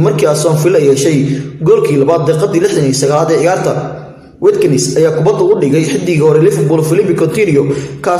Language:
Somali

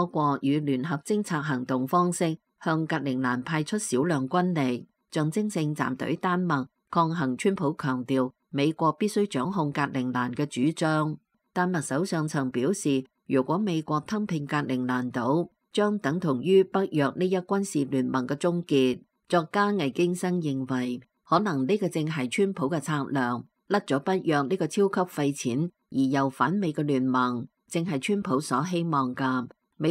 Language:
Cantonese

